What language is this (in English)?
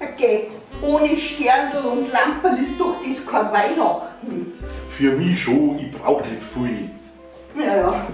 Bavarian